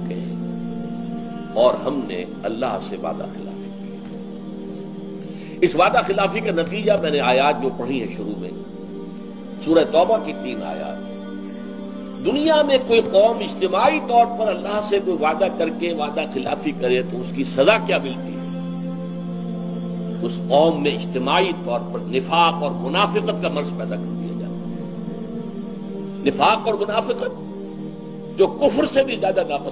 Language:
Urdu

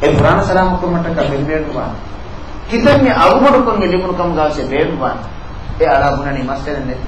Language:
Divehi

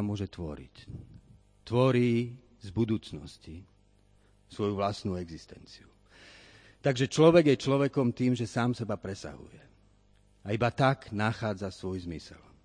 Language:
Slovak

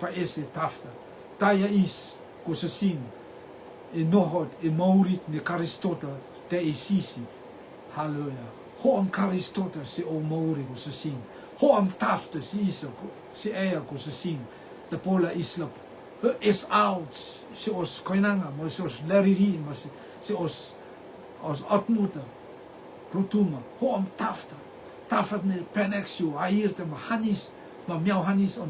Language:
Rotuman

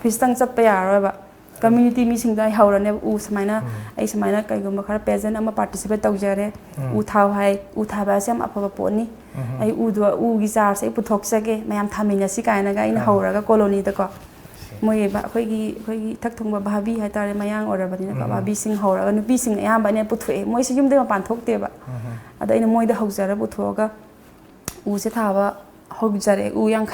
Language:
Manipuri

